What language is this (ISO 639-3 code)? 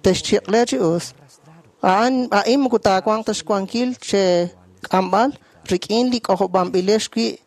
kek